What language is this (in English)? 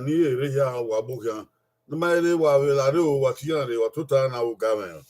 Bini